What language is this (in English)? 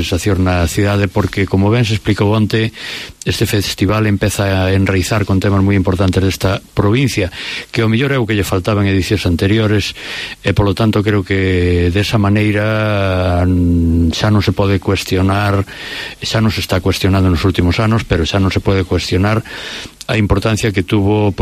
Galician